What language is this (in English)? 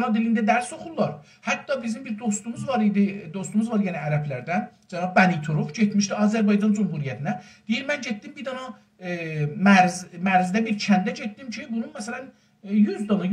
South Azerbaijani